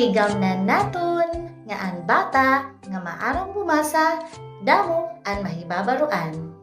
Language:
Waray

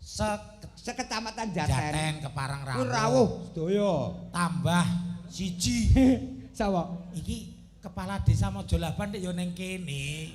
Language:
Javanese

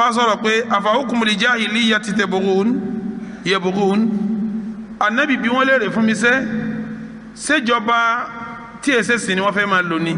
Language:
Yoruba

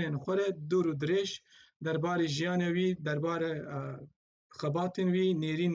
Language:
Kurdish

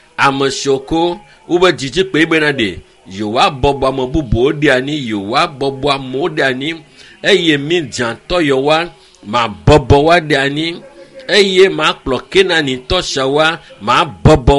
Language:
Ewe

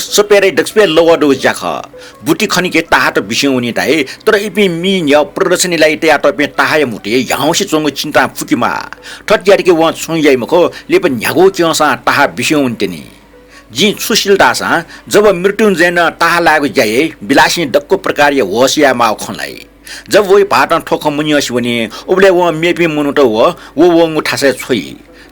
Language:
Newari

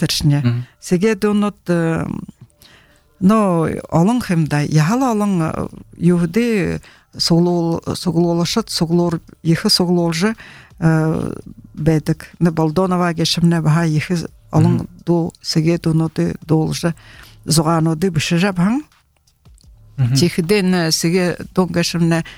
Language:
Buriat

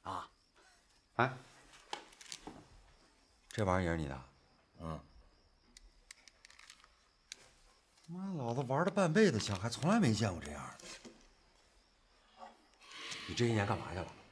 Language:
Chinese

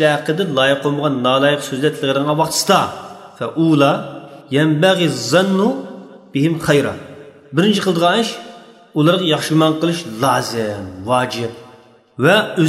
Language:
Uyghur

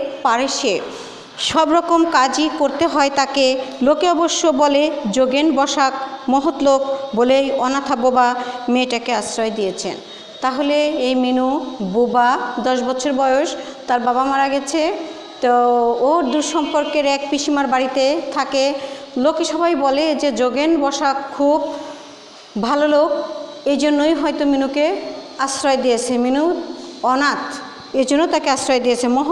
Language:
Bangla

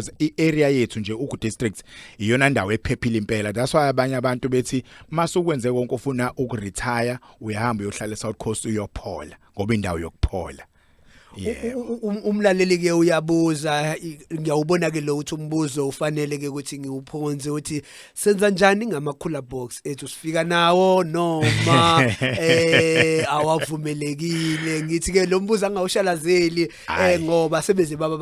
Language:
Zulu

